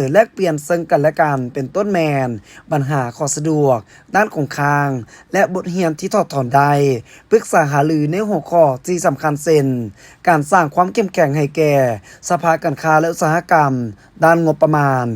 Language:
Lao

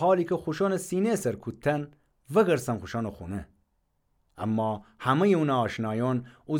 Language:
Gilaki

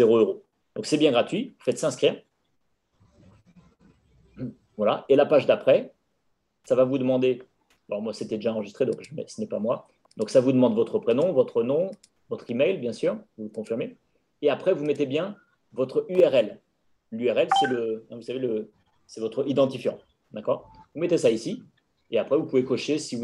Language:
French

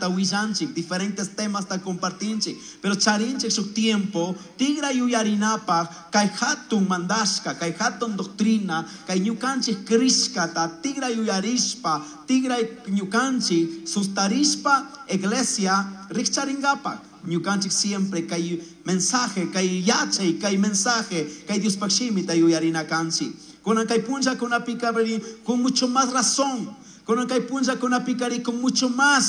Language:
Chimborazo Highland Quichua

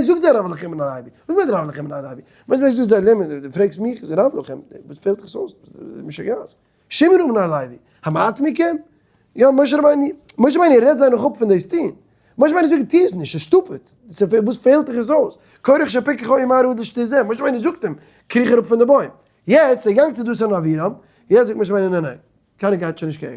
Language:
Yiddish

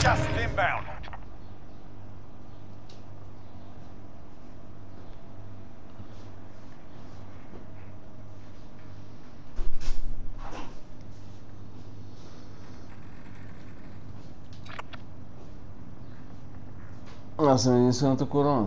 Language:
Bulgarian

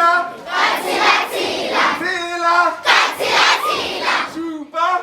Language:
Northern Sotho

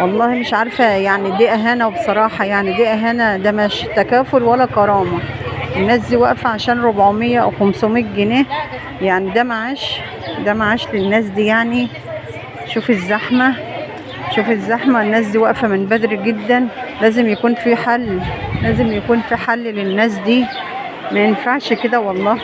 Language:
Egyptian Arabic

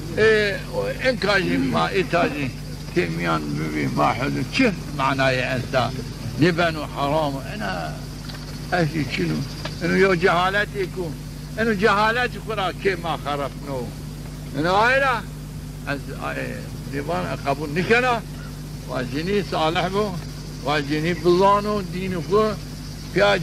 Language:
Zaza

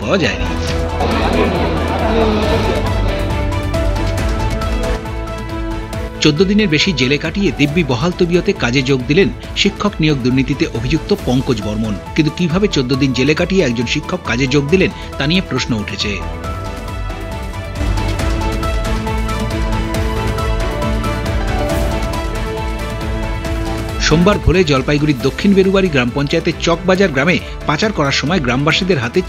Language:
Bangla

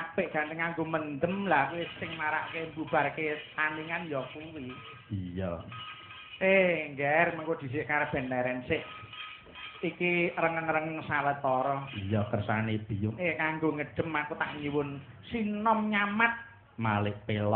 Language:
Javanese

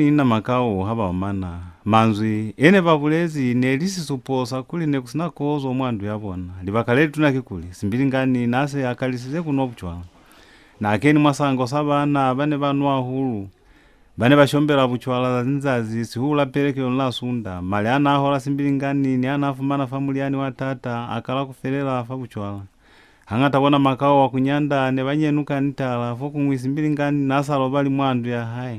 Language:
Lozi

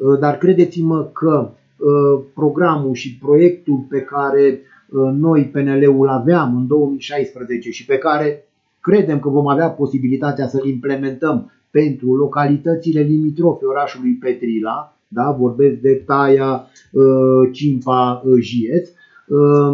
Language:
Romanian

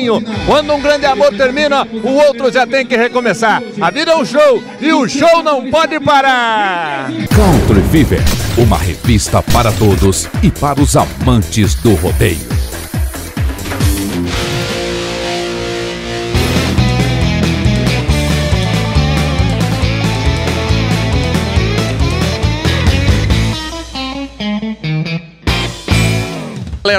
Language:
Portuguese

